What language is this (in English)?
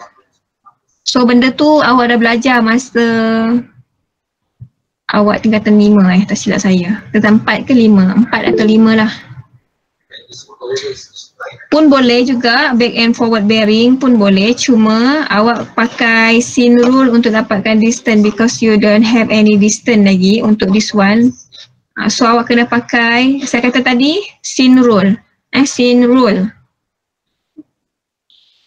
Malay